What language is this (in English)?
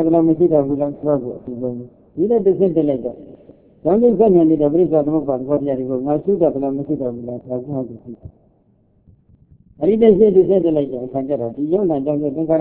Burmese